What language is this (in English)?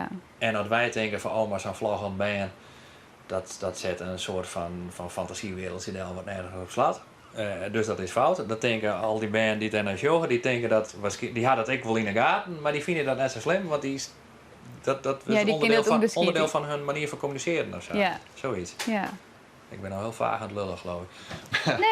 Western Frisian